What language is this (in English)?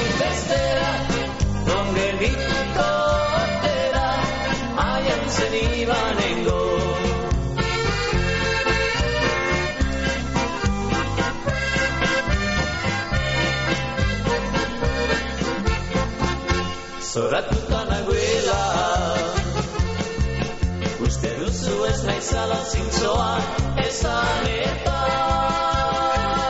Basque